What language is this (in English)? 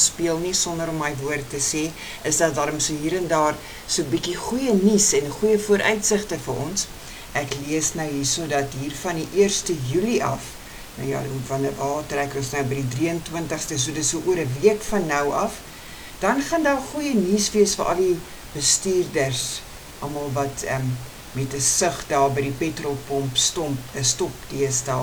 Afrikaans